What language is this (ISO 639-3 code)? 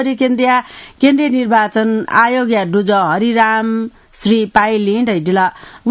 new